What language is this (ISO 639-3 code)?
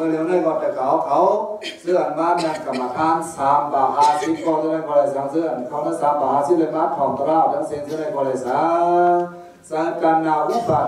shn